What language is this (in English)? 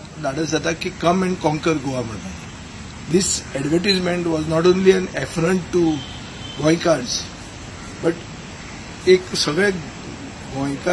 Konkani